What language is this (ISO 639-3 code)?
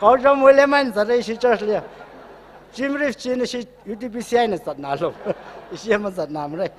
nmf